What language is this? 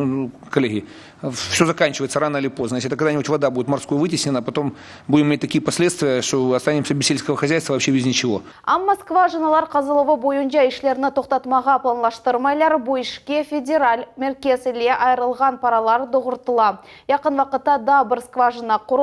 Crimean Tatar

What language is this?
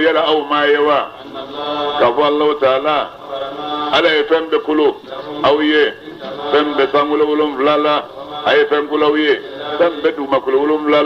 Bambara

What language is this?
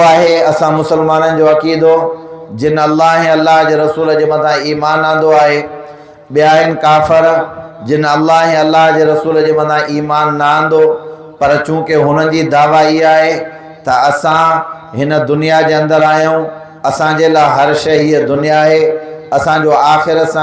Sindhi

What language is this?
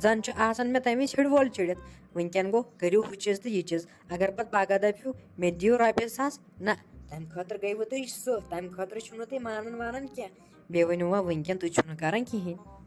Kashmiri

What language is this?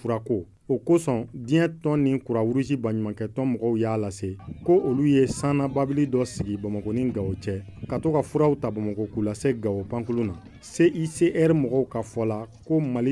Bambara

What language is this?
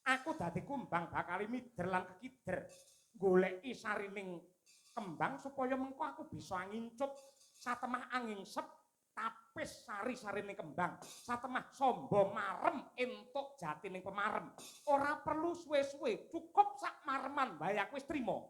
Javanese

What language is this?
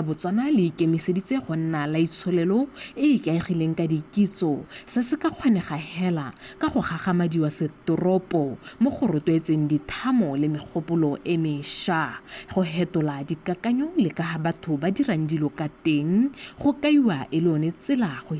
Tswana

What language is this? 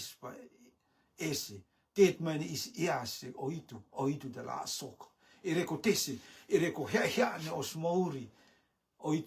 Rotuman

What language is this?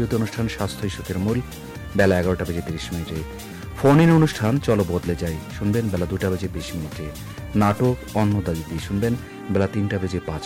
Bangla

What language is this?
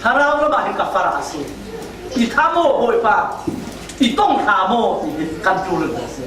Falam Chin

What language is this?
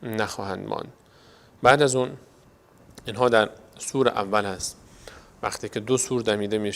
Persian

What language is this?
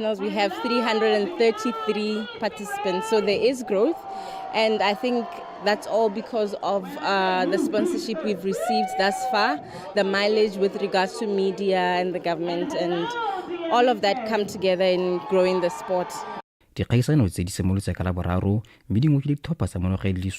Tswana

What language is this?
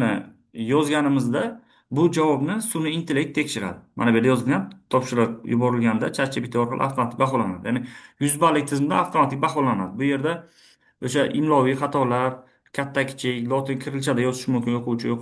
Uzbek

